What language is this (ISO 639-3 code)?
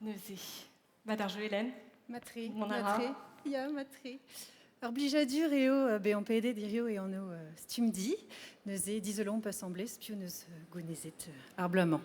bre